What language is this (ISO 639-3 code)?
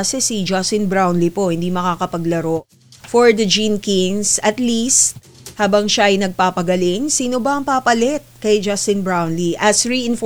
fil